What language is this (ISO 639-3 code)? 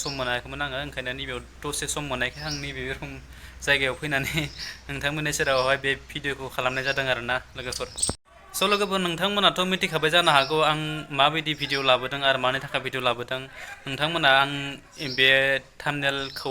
brx